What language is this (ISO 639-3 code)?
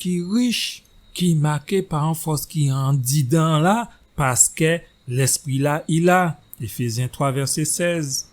gcf